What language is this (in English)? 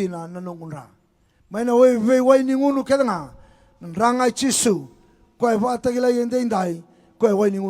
Fijian